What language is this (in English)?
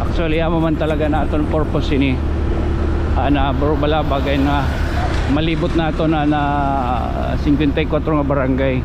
Waray